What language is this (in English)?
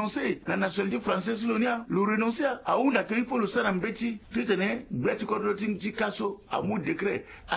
Sango